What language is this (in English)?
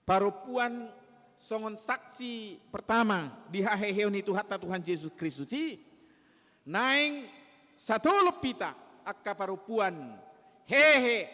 Batak Toba